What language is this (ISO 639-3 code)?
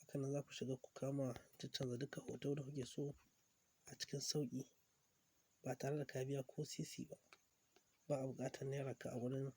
hau